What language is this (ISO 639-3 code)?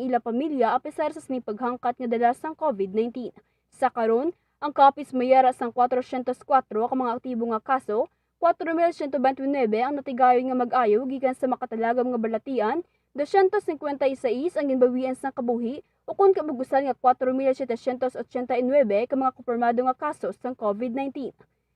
hil